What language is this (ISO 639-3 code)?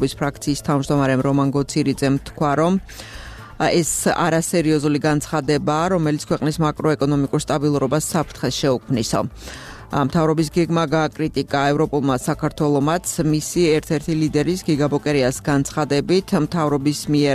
kat